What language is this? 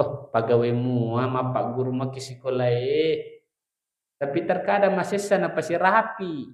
Buginese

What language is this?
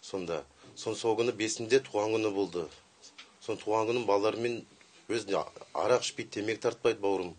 Kyrgyz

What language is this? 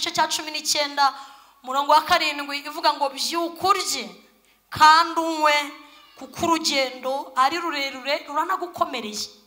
Kinyarwanda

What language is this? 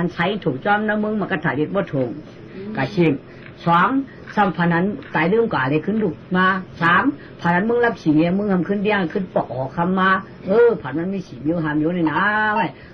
Shan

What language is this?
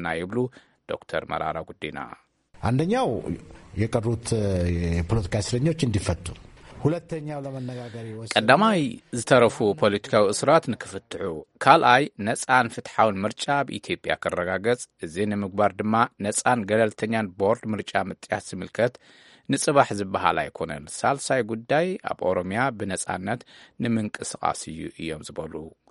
Tigrinya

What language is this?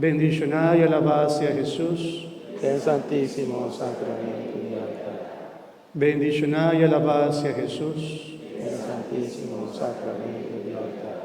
Papiamento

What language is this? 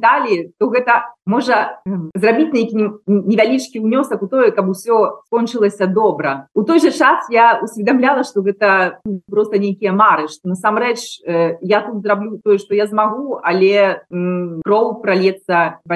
Belarusian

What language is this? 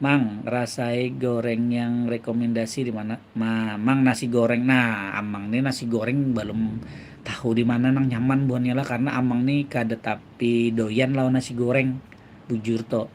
Banjar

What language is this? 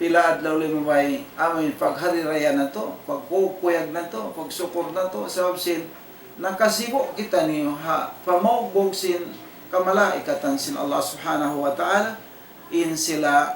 Tausug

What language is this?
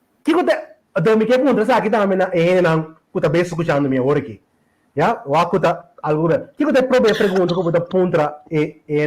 Papiamento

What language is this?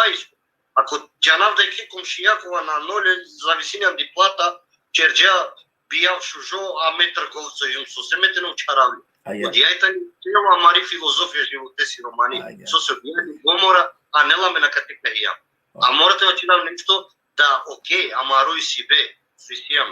Balkan Romani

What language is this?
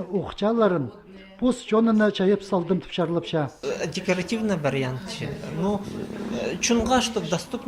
Khakas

